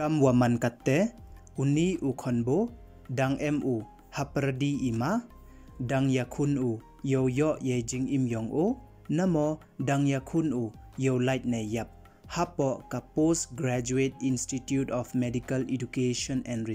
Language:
Pnar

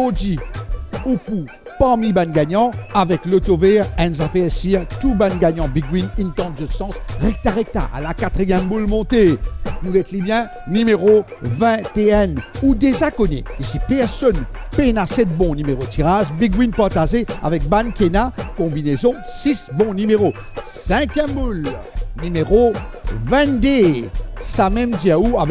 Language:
Morisyen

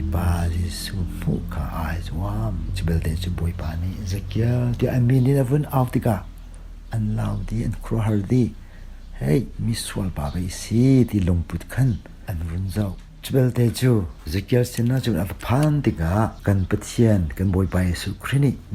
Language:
Hakha Chin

